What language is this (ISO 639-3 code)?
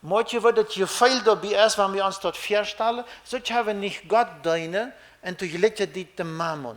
pdt